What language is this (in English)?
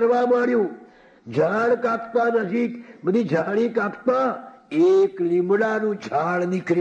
Gujarati